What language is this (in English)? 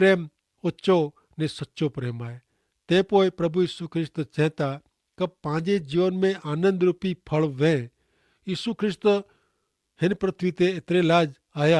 Kachhi